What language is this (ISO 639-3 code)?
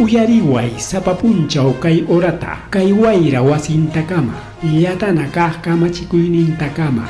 quy